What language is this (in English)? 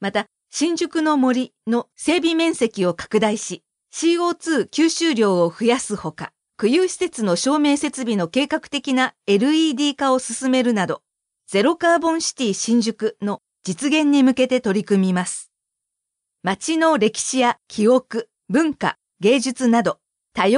Japanese